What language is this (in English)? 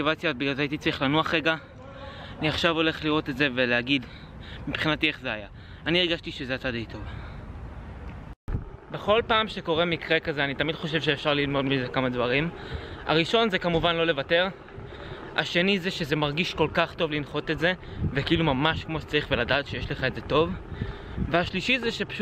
Hebrew